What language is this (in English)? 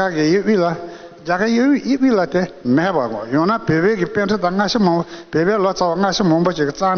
Tibetan